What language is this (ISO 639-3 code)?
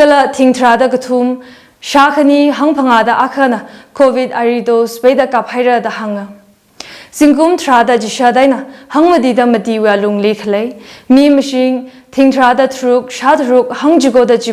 nmf